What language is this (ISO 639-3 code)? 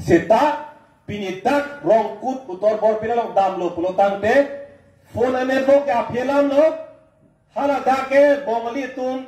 mjw